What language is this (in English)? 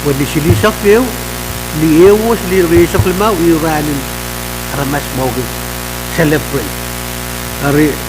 Pohnpeian